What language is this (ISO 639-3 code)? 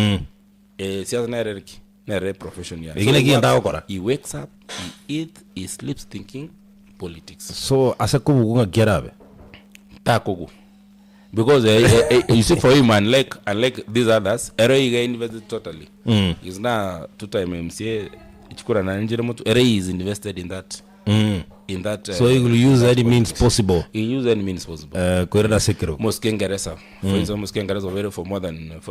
guz